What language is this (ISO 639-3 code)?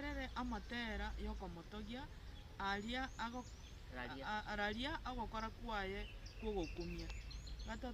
guz